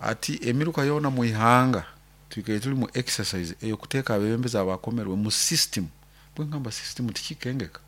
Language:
Nyoro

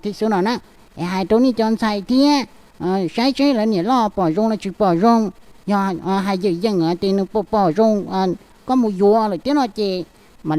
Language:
Hmong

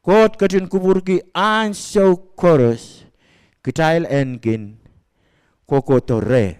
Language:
Pohnpeian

